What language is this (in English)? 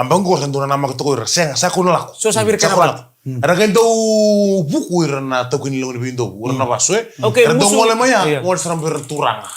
Fijian